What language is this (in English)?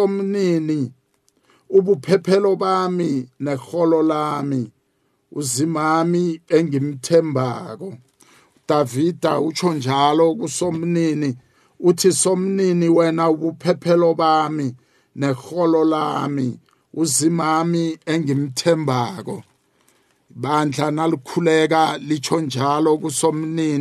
South Ndebele